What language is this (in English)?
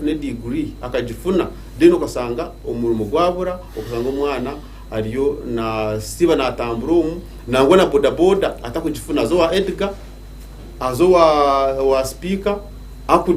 Nyankole